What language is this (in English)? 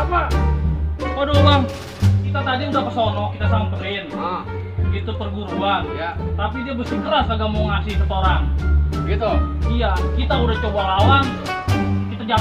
Betawi